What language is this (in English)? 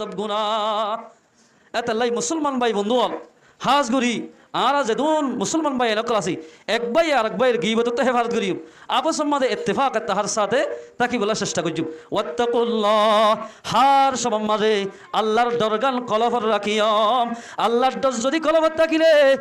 Rohingya